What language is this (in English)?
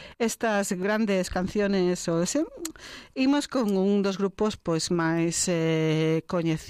Galician